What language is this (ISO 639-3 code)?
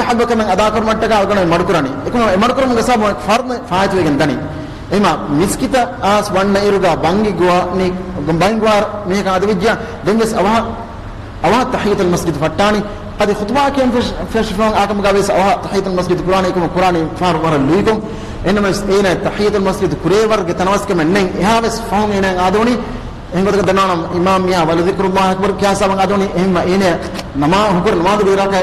div